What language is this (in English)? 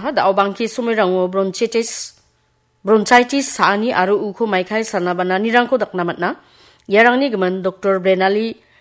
Garo